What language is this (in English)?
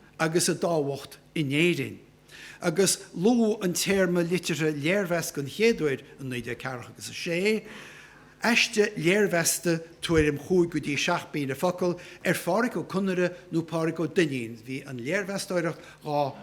Irish